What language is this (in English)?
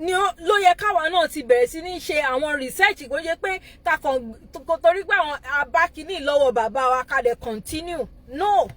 Yoruba